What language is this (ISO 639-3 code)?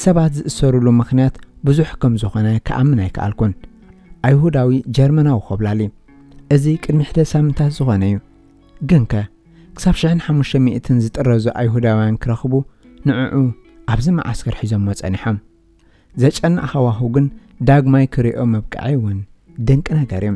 tir